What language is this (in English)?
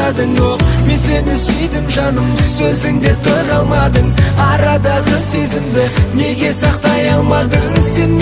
Kazakh